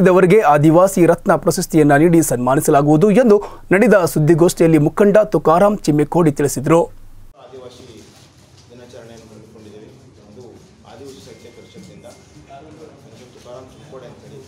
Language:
Kannada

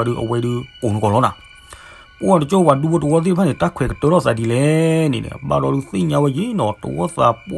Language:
S'gaw Karen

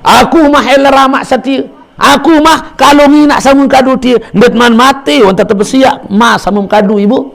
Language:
Sasak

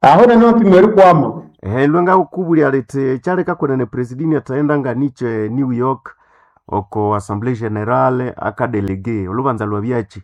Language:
Nande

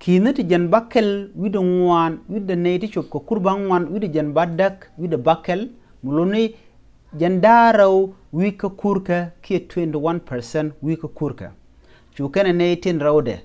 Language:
Nuer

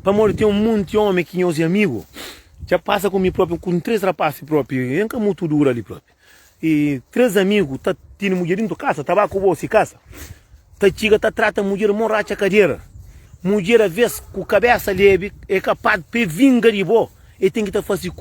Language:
Kabuverdianu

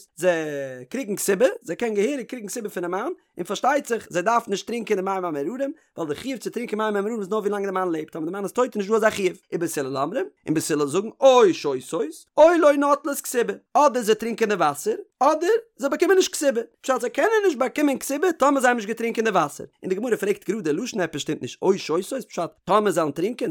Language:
Yiddish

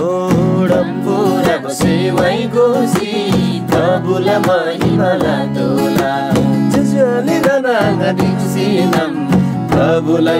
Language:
Eastern Tamang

